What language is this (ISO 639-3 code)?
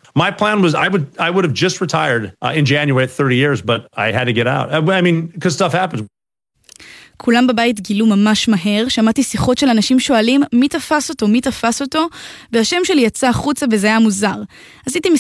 heb